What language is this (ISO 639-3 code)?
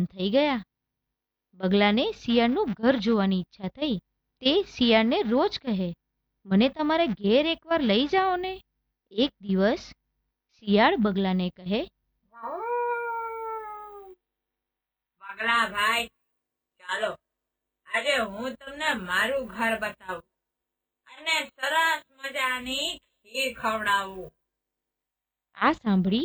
guj